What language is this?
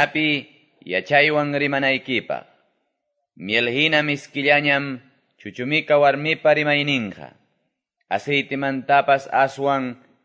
Quechua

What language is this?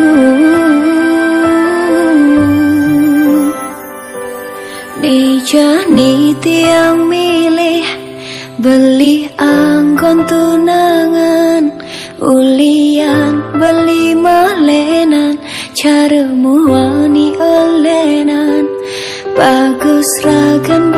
Balinese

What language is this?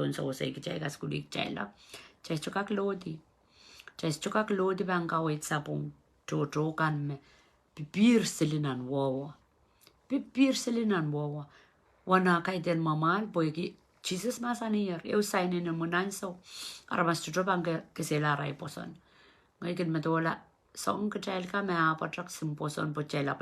Pohnpeian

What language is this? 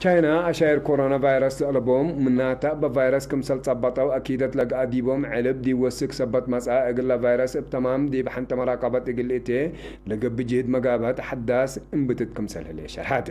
Tigre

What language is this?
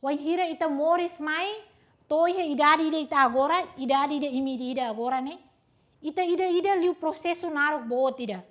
Tetum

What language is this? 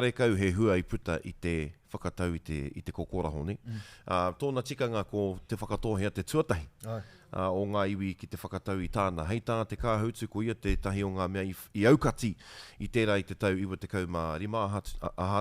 Māori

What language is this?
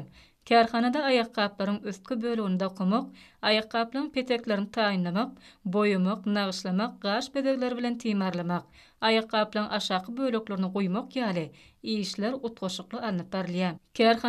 Turkmen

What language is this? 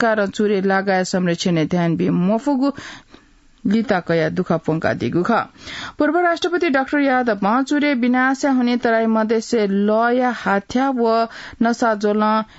Newari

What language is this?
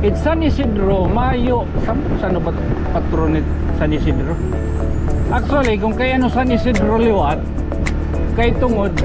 Waray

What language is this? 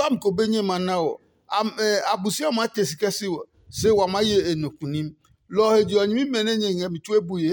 Adangme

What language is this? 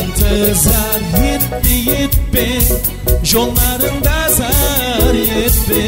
Kara-Kalpak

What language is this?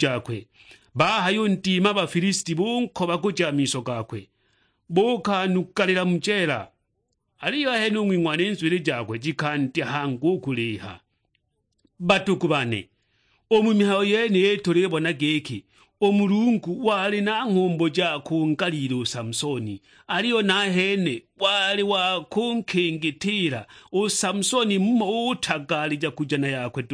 Sukuma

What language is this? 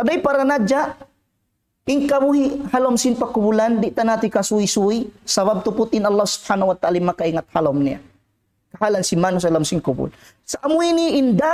Tausug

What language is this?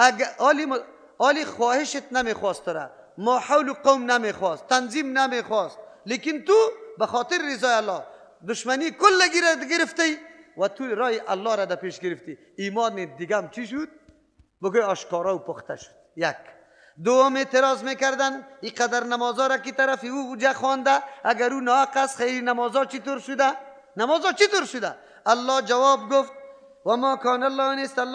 Persian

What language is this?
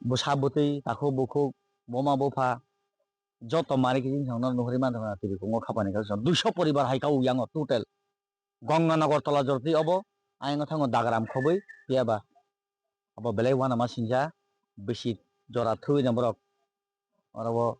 Kok Borok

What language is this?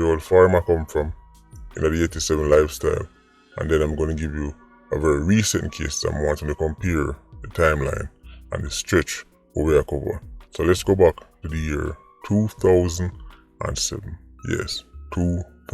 Jamaican Creole English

